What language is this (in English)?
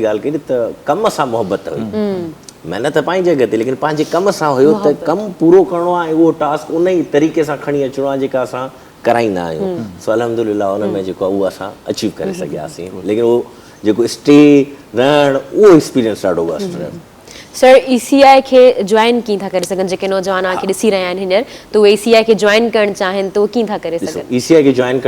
Sindhi